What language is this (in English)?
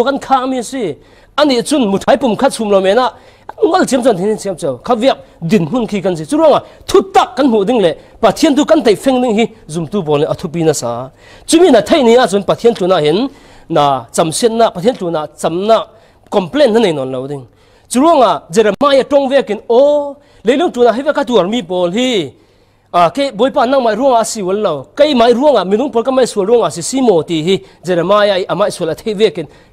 Falam Chin